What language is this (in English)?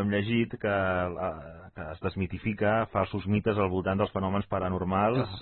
Catalan